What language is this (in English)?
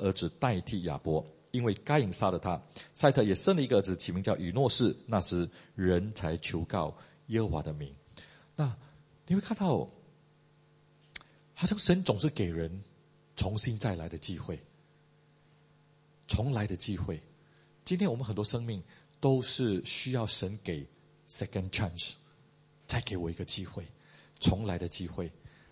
Chinese